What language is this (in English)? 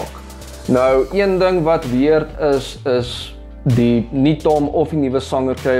Afrikaans